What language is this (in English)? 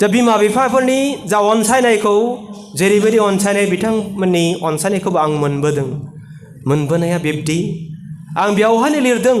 Bodo